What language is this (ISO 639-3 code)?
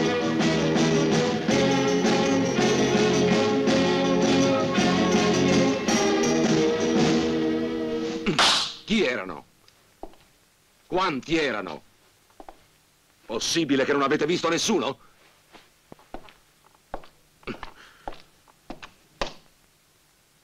ita